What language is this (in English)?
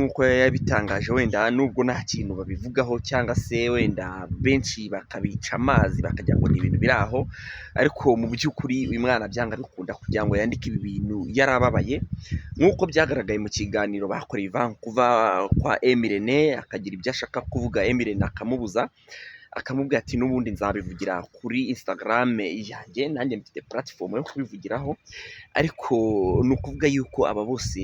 Kinyarwanda